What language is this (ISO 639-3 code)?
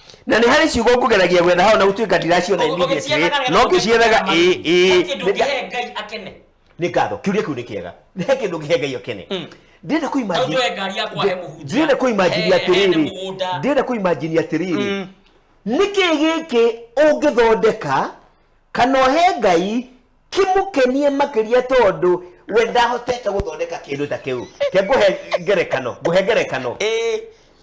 kik